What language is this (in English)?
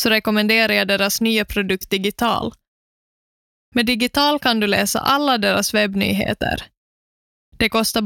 Swedish